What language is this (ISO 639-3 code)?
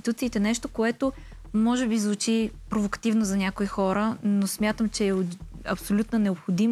bul